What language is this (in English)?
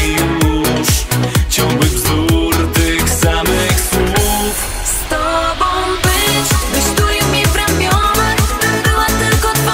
Polish